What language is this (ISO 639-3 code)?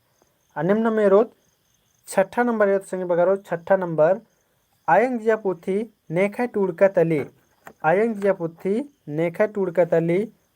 kru